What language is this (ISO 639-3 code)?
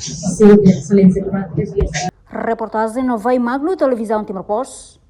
tet